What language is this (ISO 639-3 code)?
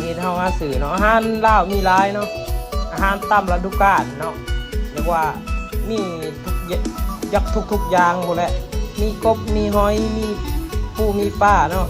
lao